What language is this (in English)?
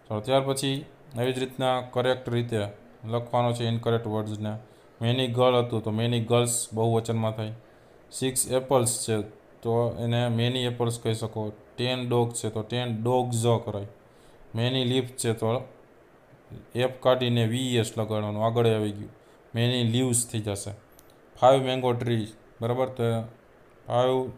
Gujarati